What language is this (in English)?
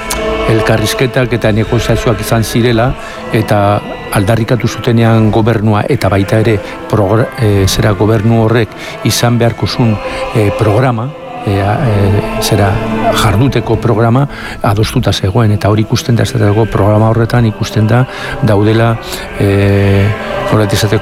Basque